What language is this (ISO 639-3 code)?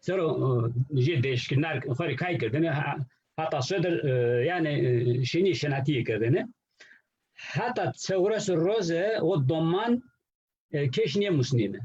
zza